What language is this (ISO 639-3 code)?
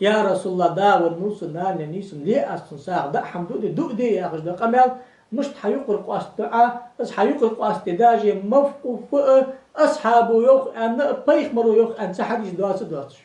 inh